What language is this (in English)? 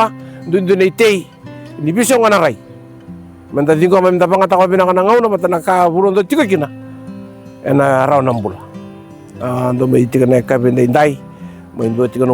Fijian